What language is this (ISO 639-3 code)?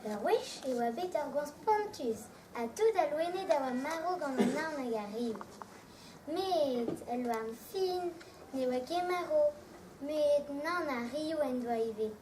bre